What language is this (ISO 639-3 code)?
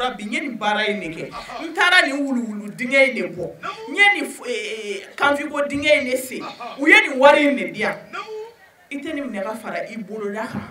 bam